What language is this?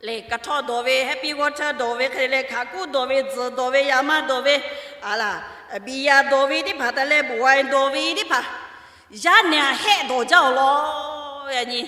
Lahu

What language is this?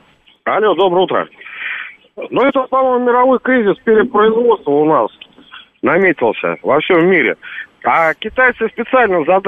Russian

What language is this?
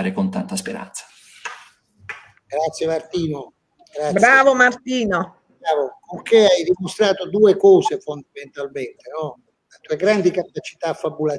Italian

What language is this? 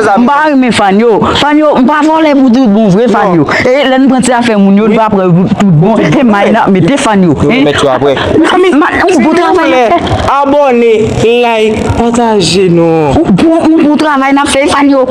Haitian Creole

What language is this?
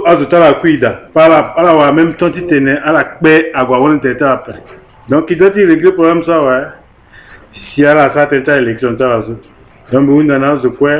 Sango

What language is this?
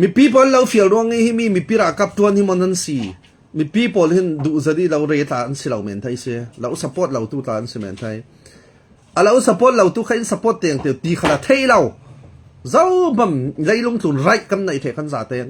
Falam Chin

